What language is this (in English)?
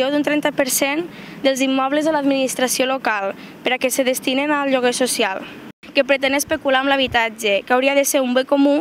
Catalan